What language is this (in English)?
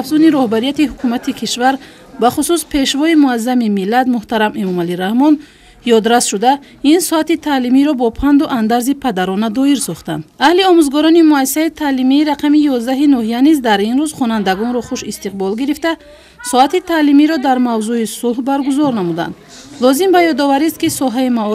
Tajik